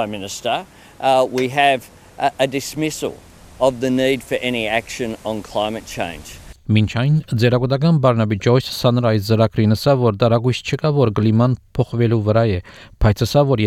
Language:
Armenian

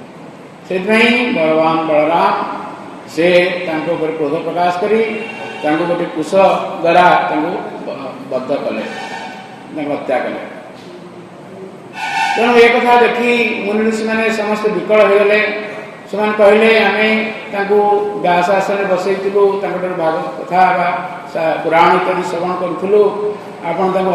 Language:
Odia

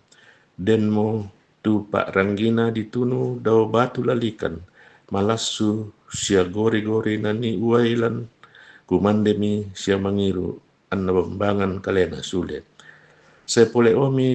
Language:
Toraja-Sa'dan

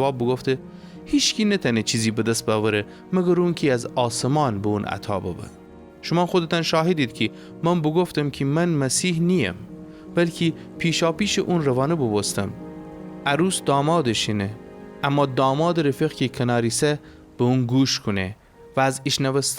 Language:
Gilaki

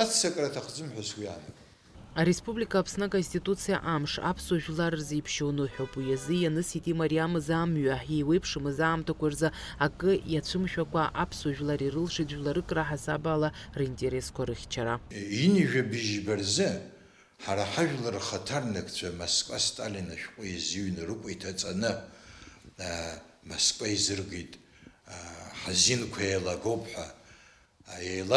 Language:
Abkhazian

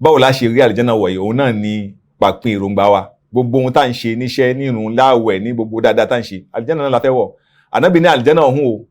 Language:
Yoruba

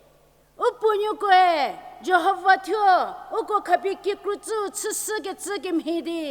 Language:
Angami Naga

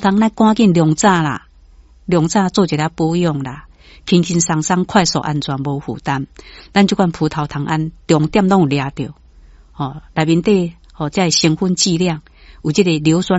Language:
Min Nan Chinese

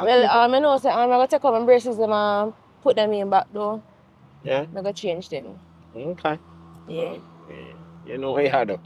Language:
Jamaican Creole English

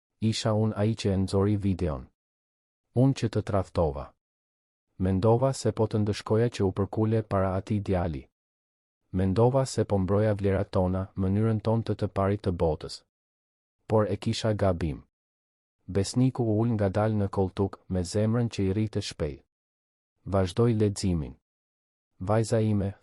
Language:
Albanian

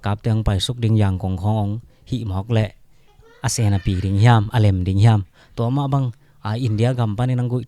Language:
Tedim Chin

